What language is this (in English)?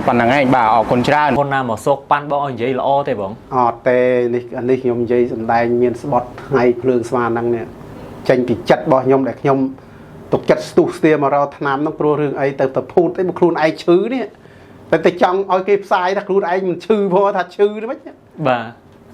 Khmer